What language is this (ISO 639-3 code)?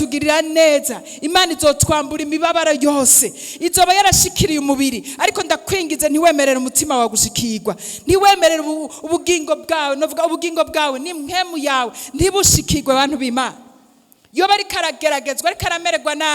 run